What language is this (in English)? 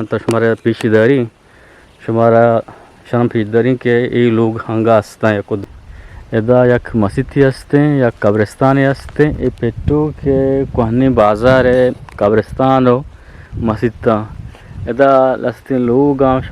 Eastern Balochi